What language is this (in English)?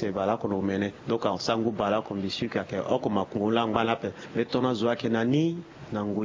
Sango